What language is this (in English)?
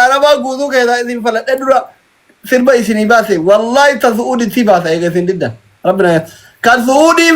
Oromo